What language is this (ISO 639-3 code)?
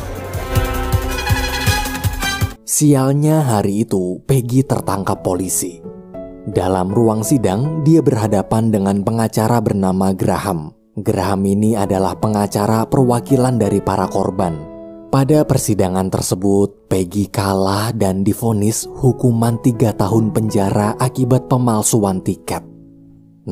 ind